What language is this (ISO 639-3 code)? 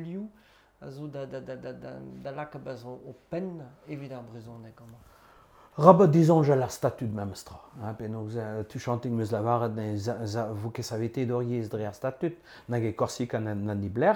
bre